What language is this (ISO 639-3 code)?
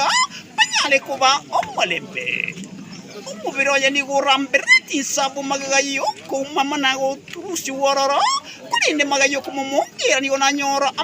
guz